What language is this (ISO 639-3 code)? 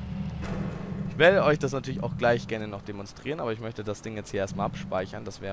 deu